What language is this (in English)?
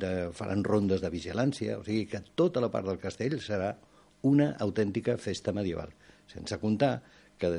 Catalan